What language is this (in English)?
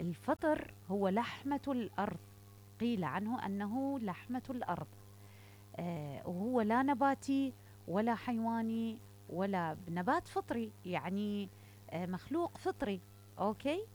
Mesopotamian Arabic